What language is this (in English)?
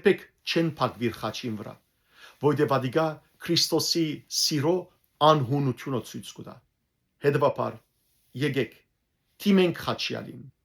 Western Armenian